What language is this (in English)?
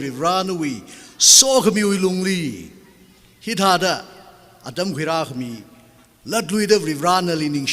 Tangkhul Naga (India)